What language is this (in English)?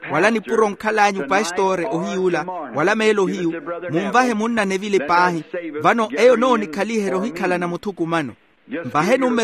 Makhuwa